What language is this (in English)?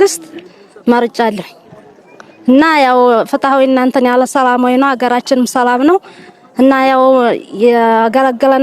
Amharic